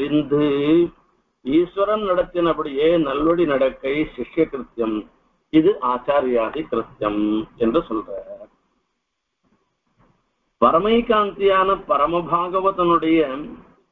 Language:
Tamil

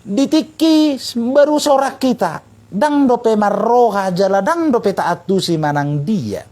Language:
Batak Toba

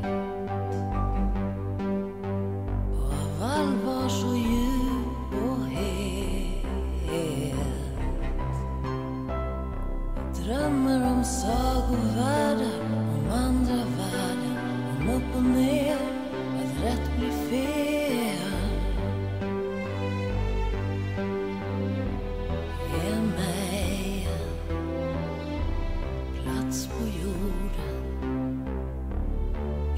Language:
Swedish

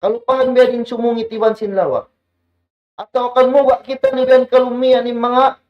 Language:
Tausug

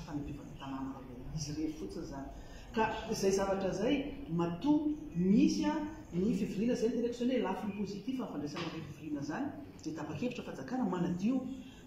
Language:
Malagasy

